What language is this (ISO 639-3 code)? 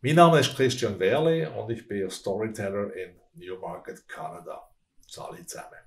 gsw